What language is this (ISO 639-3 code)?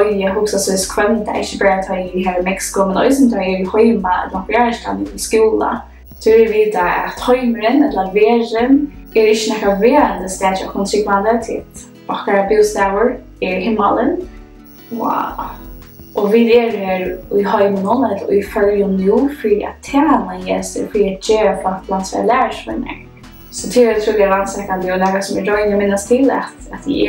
fao